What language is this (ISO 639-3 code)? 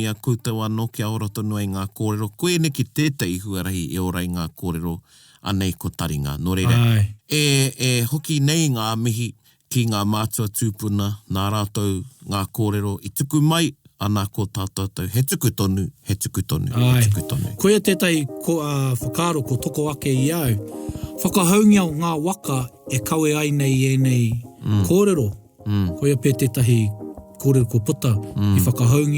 mri